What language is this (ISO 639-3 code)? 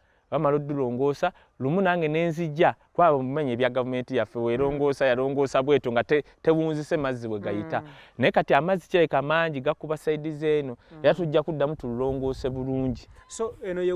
lug